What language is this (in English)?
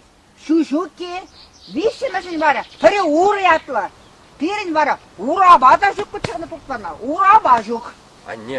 Chuvash